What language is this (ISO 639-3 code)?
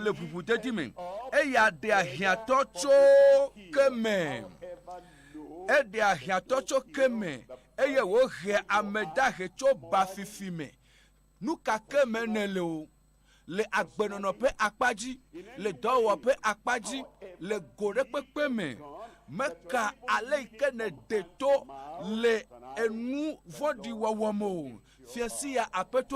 ewe